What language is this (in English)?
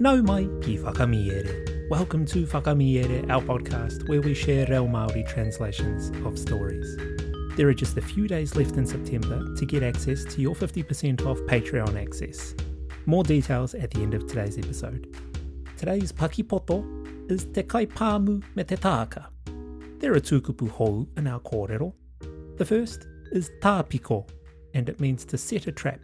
Māori